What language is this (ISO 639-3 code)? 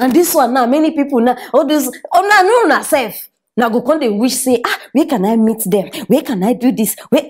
pcm